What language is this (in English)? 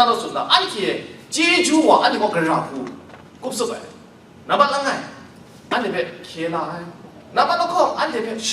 Kachin